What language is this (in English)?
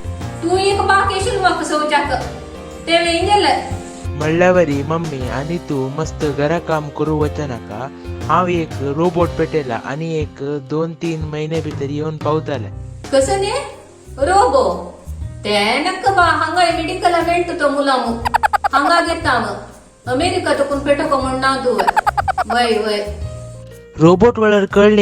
Konkani